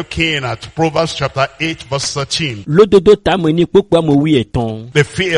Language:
Ewe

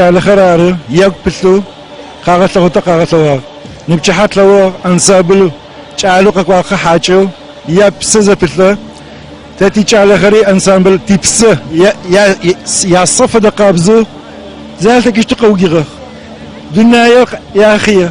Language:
Adyghe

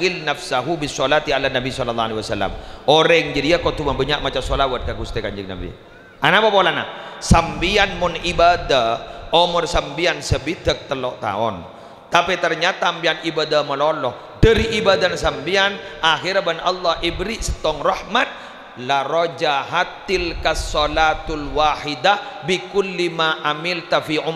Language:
Madurese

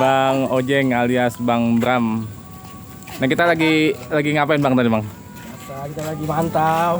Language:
Betawi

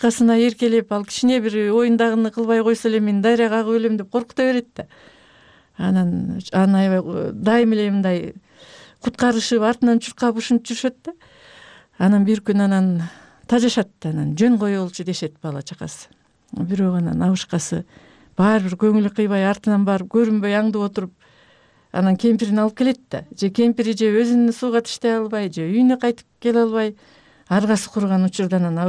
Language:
Kyrgyz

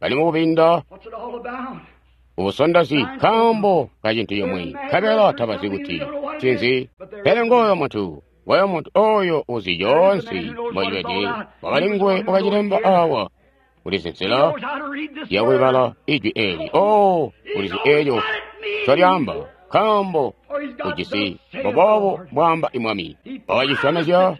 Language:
Tonga (Zambia)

